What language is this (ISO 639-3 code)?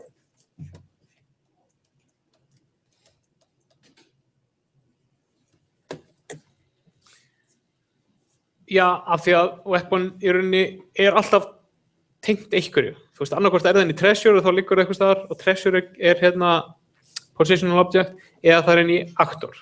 isl